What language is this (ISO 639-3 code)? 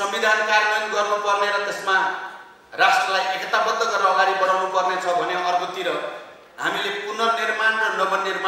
nep